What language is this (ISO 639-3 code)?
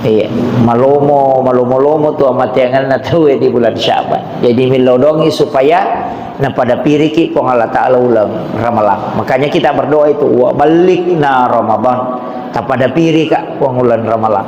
bug